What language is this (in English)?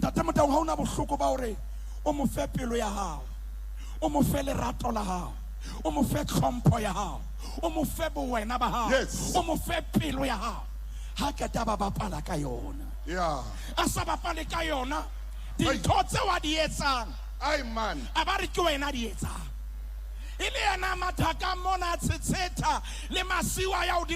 Southern Sotho